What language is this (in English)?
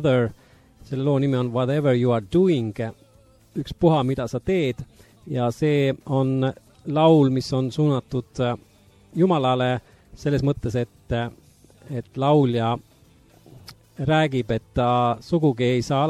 Estonian